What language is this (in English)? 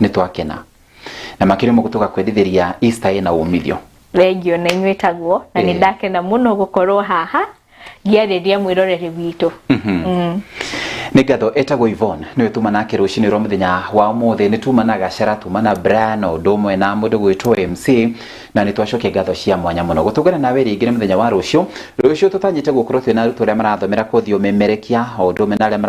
Kikuyu